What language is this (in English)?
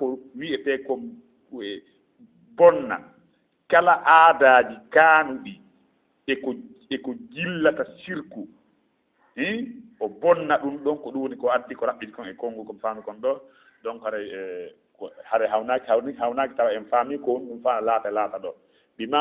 Fula